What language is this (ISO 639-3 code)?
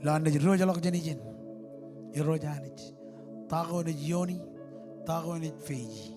mah